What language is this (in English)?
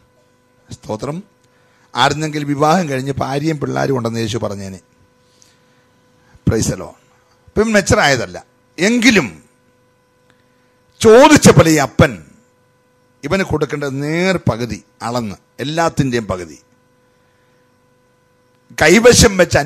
Malayalam